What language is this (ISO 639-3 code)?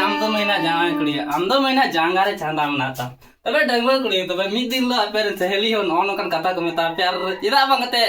sat